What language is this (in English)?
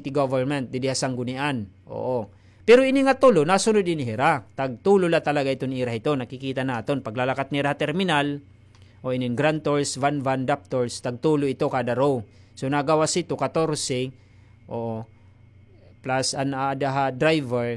Waray